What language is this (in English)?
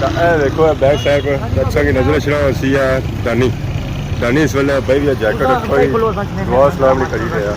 Pahari-Potwari